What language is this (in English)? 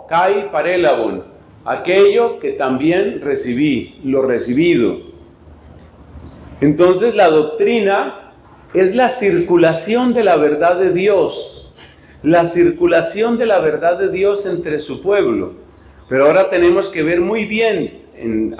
Spanish